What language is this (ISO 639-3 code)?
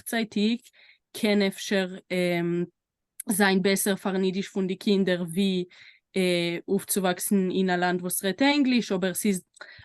yid